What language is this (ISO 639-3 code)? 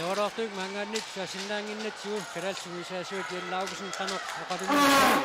kal